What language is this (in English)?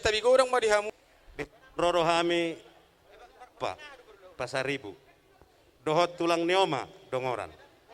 Batak Toba